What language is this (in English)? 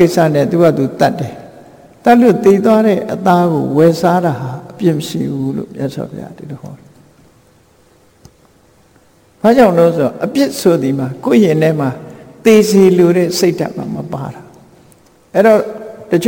Burmese